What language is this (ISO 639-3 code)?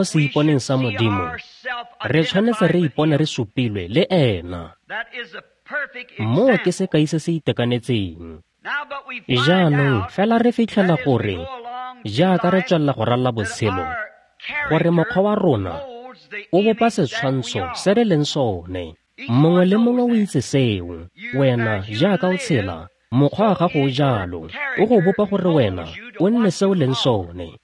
tsn